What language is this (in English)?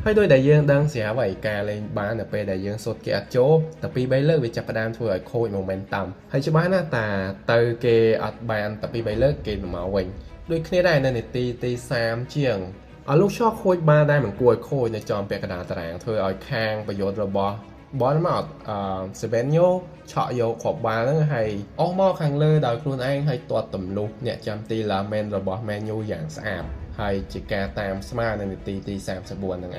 Khmer